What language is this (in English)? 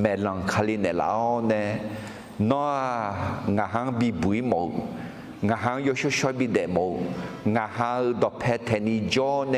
Akha